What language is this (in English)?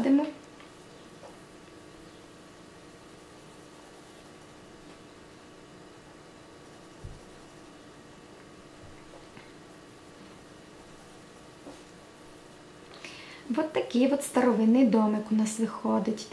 Ukrainian